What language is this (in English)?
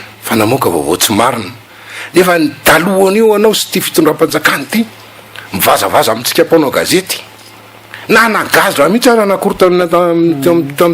Malagasy